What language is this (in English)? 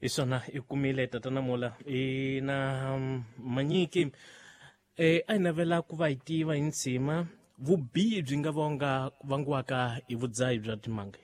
Tsonga